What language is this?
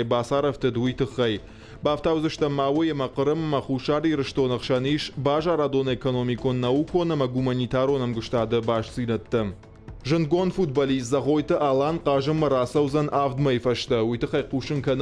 Ossetic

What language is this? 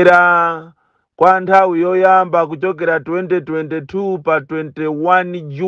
Nyanja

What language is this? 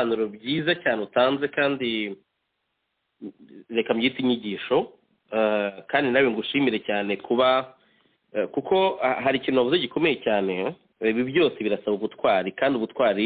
Kinyarwanda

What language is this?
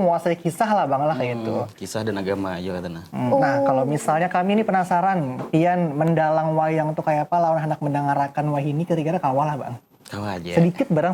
Banjar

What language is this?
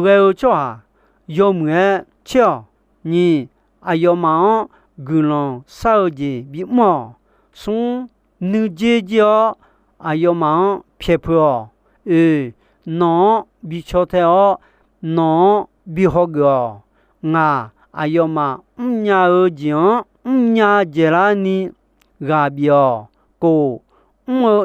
Akha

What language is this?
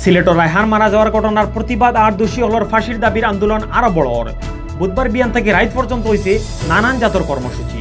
Sylheti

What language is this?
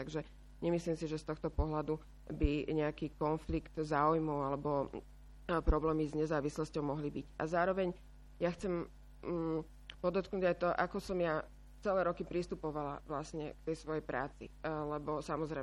Slovak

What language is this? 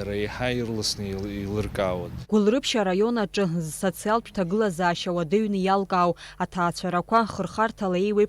Abkhazian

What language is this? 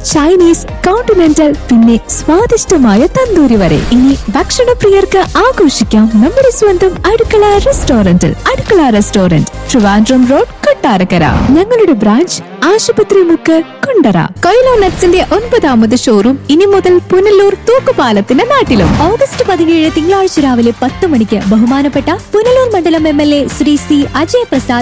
Malayalam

